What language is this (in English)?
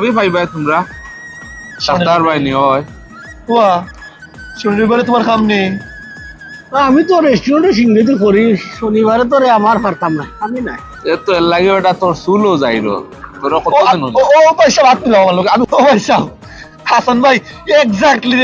Sylheti